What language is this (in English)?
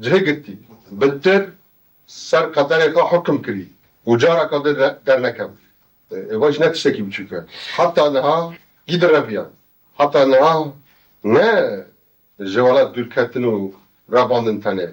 Kurdish